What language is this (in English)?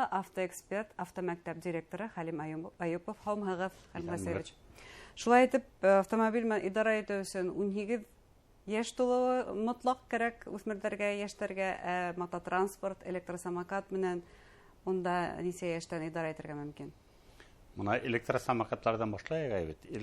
Bashkir